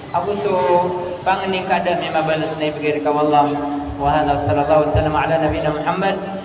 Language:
Maranao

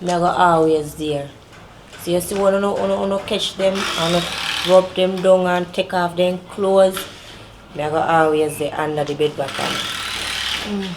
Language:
Jamaican Creole English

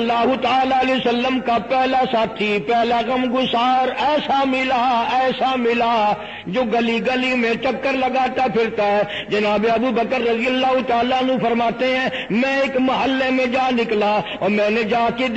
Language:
Urdu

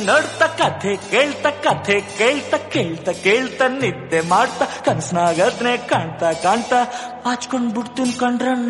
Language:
Kannada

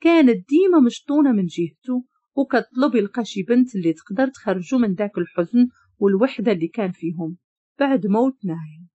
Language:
Moroccan Arabic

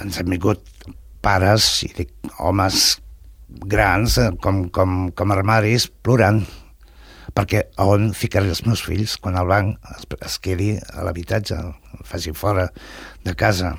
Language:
Catalan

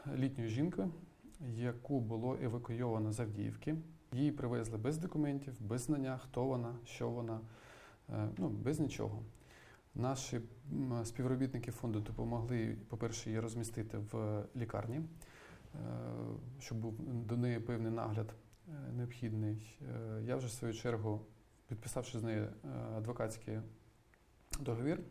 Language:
Ukrainian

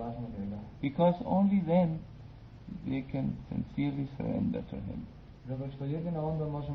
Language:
Croatian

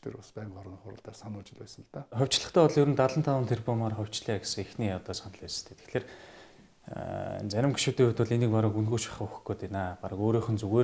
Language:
Mongolian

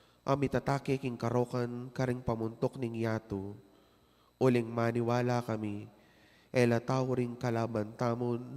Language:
Pampanga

